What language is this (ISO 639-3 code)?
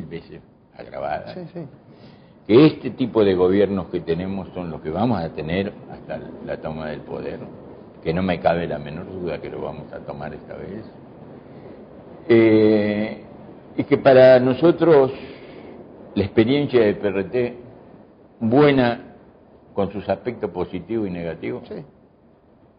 spa